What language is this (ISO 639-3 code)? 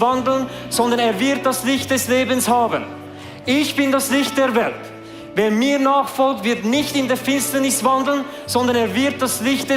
gsw